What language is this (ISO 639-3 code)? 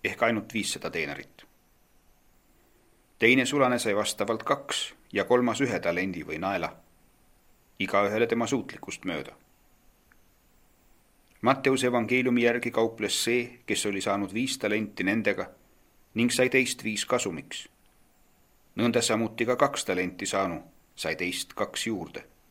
est